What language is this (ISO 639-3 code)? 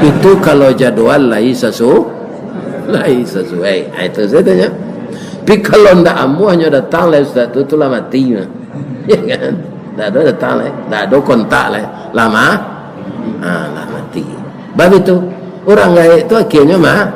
min